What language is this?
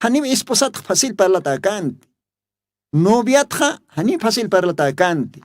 Aymara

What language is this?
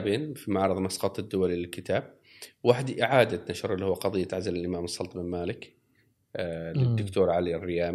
Gulf Arabic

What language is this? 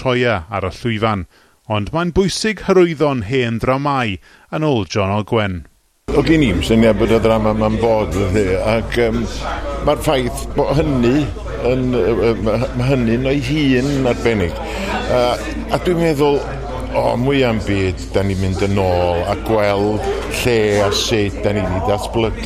Welsh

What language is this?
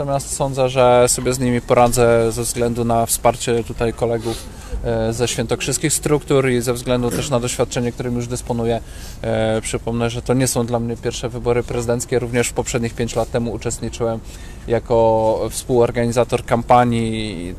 Polish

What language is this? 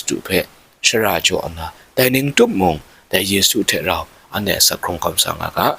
Kachin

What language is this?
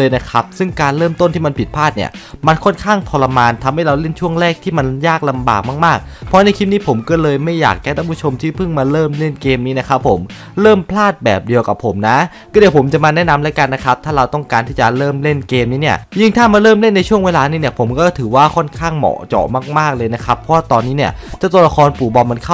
Thai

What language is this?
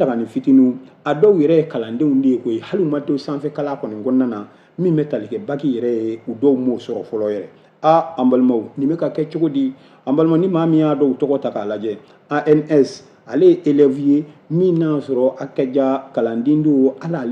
Bambara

